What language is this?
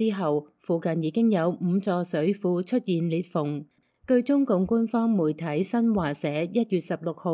Cantonese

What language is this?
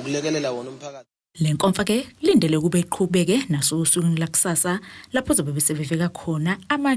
Zulu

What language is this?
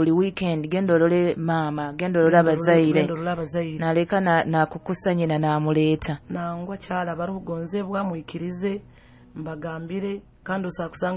Nyoro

